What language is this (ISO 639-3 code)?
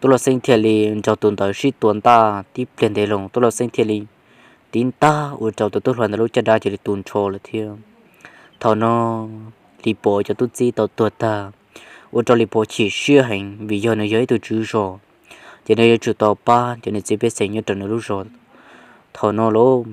hmn